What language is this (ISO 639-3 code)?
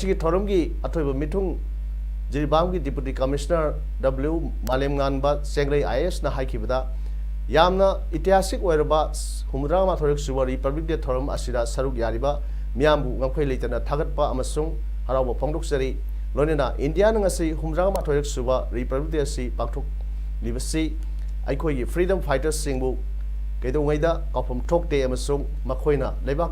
mni